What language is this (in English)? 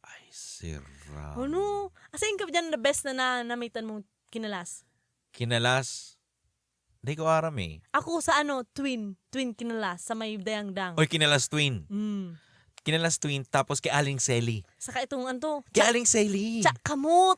Bikol